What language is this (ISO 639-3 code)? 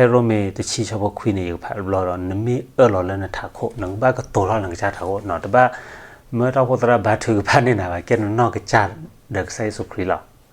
ksw